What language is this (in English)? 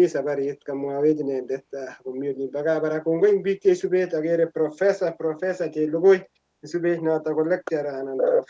Kalenjin